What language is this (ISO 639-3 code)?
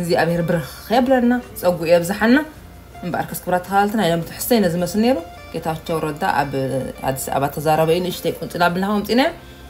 tir